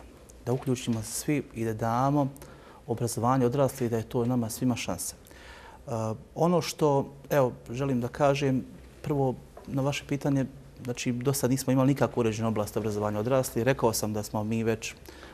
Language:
Bosnian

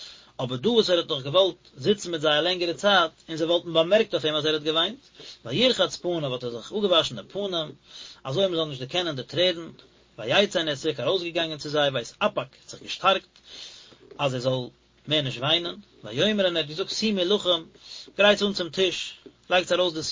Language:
Yiddish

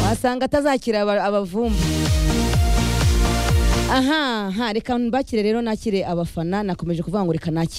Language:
Kinyarwanda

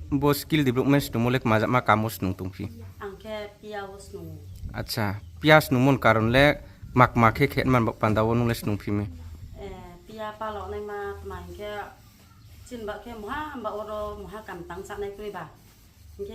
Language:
Riang (India)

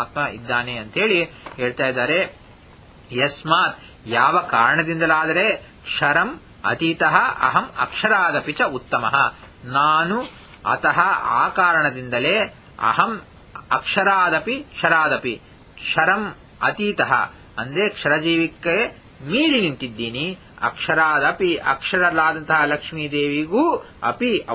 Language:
Kannada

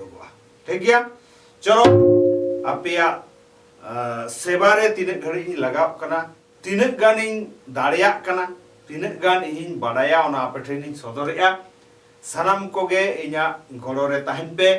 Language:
Santali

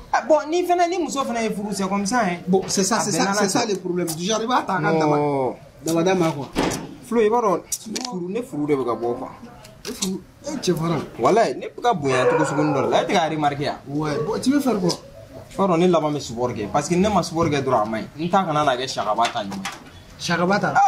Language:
Bambara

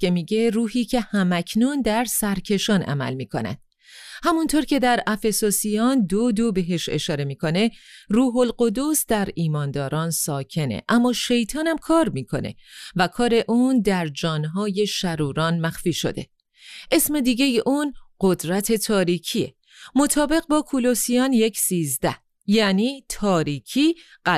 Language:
Persian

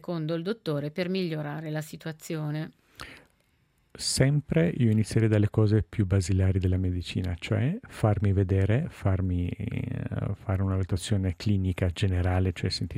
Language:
Italian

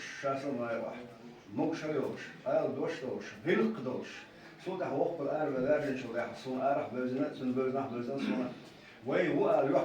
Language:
Chechen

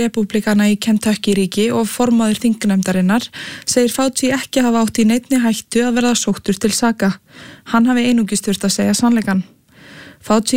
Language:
Icelandic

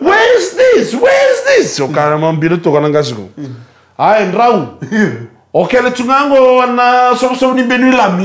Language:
Fijian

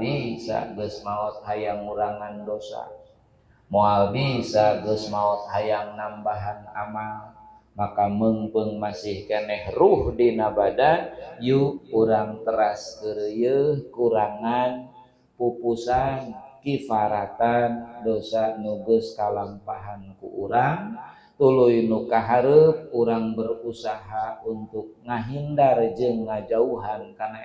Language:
Sundanese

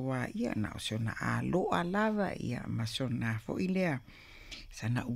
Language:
Samoan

